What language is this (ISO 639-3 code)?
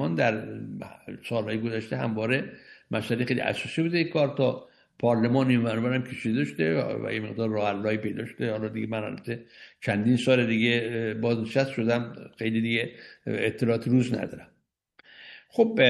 fas